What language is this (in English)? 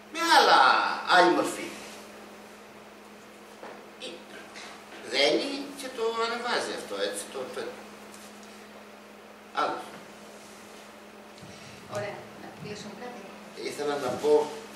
Greek